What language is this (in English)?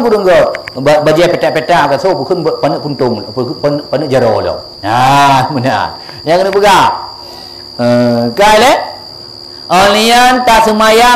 Achinese